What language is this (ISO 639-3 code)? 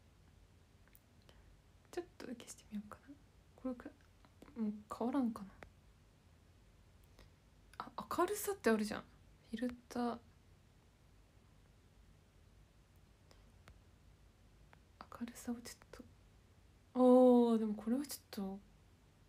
jpn